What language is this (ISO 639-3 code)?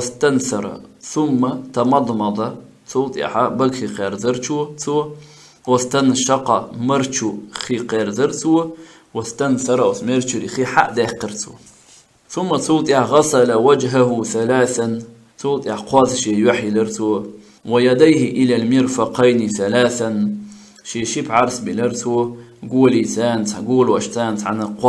che